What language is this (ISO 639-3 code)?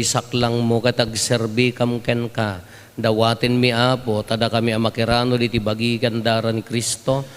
ilo